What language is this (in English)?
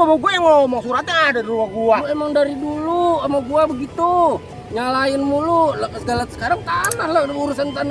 Betawi